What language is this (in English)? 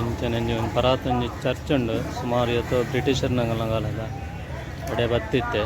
Tulu